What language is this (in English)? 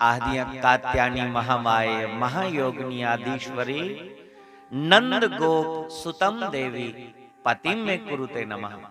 Dogri